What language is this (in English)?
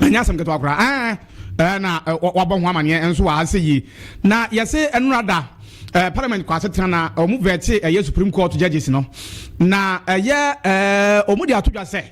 Akan